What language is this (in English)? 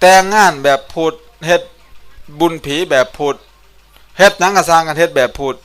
Northeastern Thai